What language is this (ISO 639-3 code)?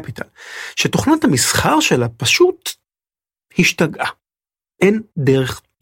heb